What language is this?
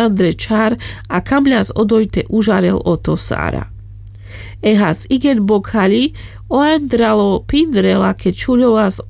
Carpathian Romani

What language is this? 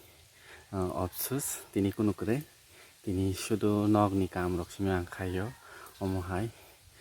Kok Borok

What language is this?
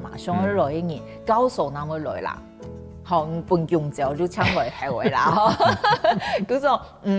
Hakka Chinese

